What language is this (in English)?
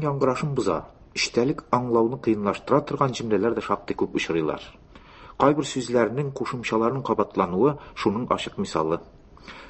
Tatar